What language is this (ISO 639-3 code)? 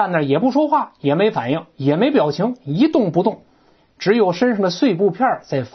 zho